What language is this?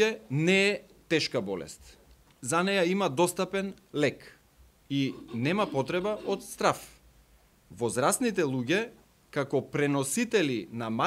Macedonian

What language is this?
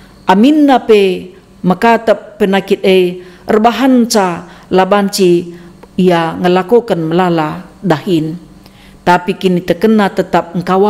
Batak Karo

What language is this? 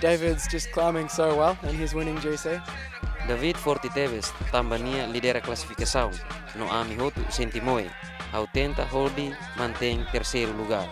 Tetum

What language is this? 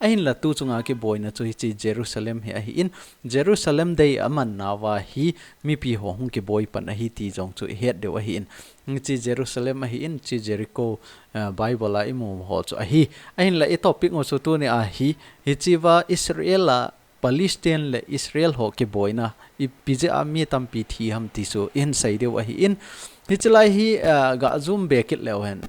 Thado Chin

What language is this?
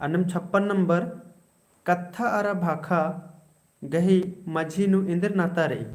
Kurukh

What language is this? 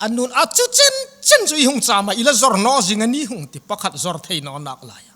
Hmar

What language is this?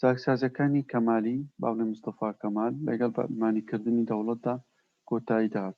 Central Kurdish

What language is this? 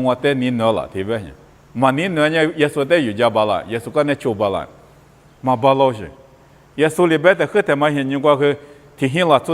Lisu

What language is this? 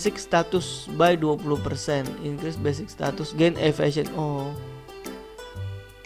Indonesian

